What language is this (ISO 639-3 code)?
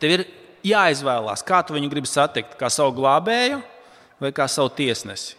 lav